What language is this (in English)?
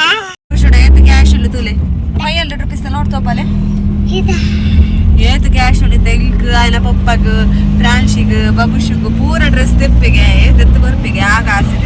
Tulu